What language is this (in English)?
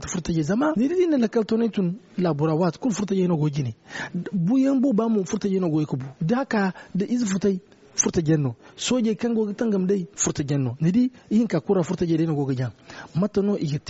Zarma